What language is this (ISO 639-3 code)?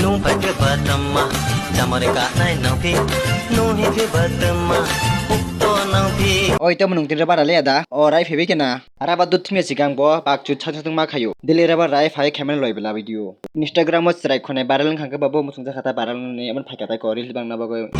trp